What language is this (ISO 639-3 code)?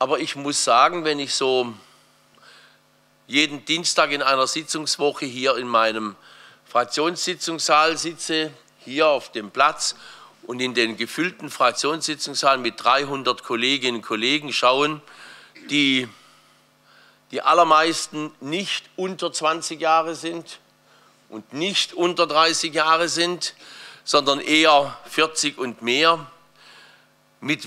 deu